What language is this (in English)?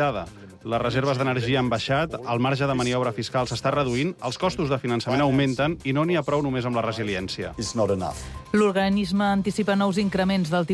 Catalan